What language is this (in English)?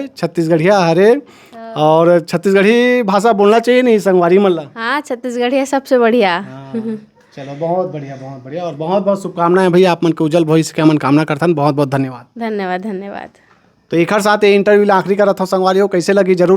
Chhattisgarhi